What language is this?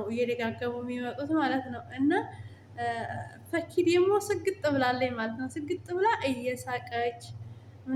Amharic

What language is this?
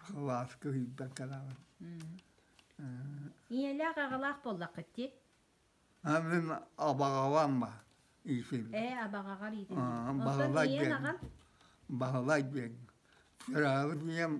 Yakut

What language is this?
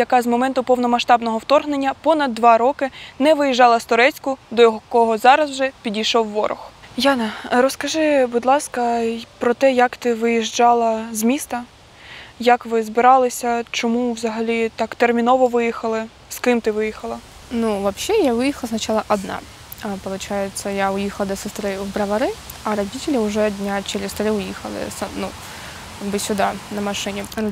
Ukrainian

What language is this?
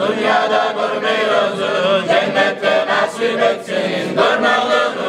Kumyk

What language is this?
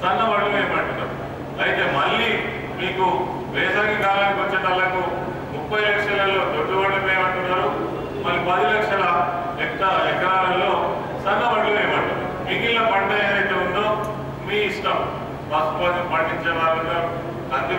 Telugu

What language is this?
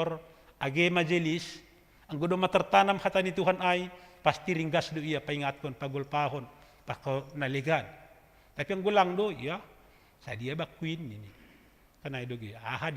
Batak Simalungun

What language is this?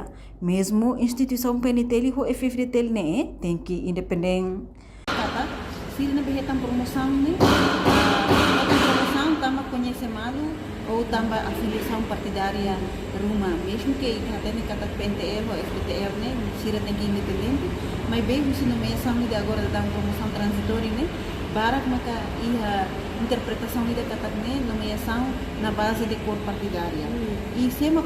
Tetum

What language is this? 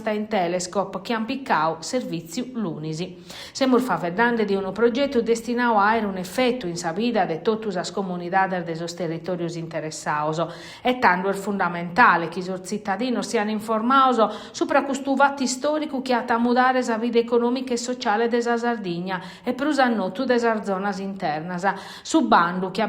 Sardinian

